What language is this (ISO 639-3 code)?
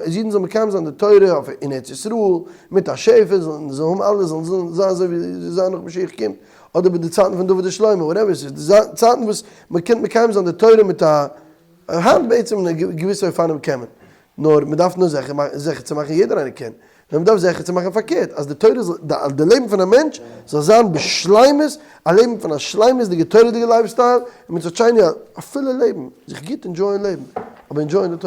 yid